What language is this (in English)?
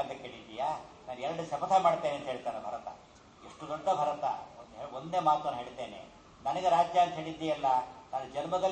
Kannada